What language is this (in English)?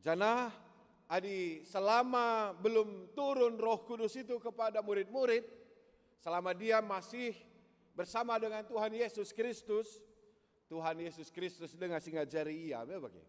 Batak Karo